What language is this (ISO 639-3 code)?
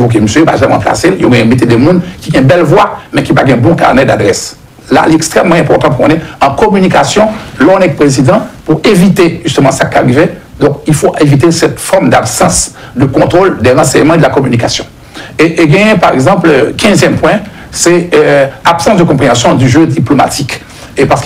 fra